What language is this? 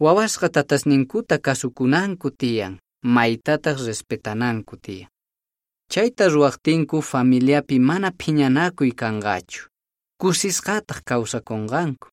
Quechua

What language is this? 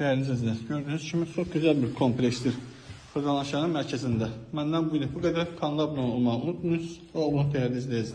Azerbaijani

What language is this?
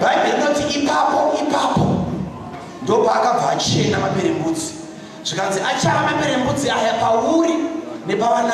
Shona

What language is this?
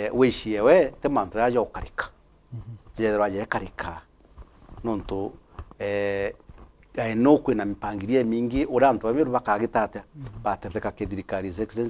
Meru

